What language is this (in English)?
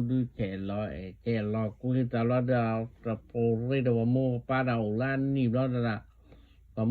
S'gaw Karen